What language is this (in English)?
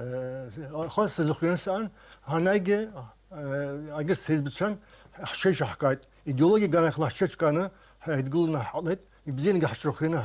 Abkhazian